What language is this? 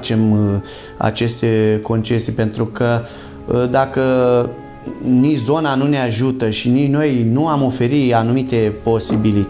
Romanian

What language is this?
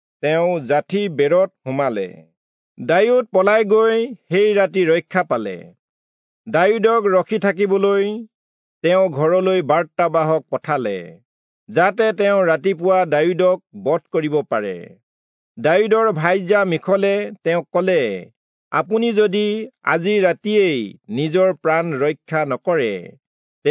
Assamese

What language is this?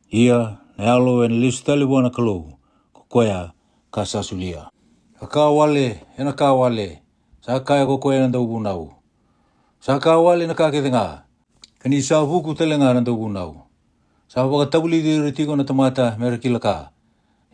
Fijian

